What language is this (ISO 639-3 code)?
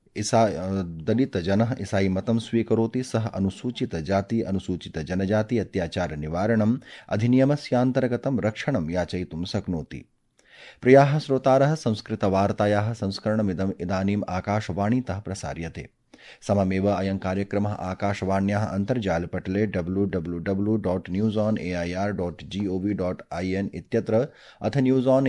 san